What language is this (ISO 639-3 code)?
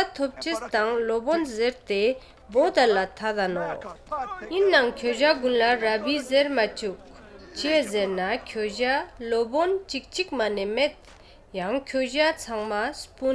lbj